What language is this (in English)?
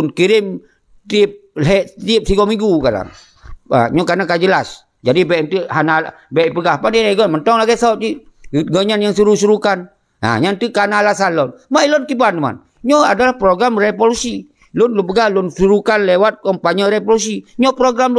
Achinese